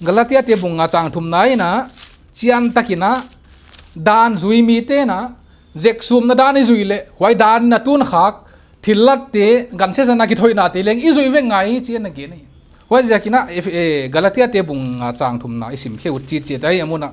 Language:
Paite Chin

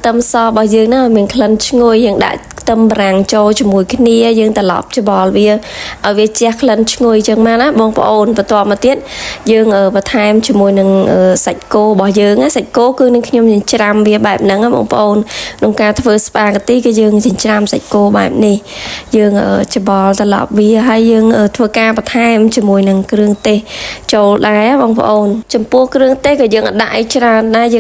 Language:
Khmer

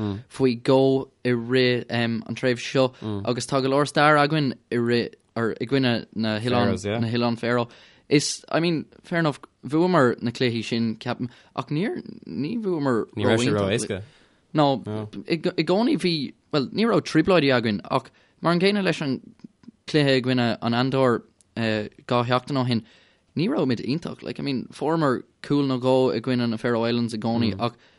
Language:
Irish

